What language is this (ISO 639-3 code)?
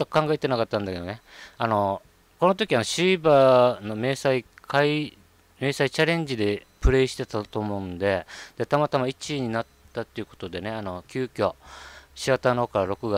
jpn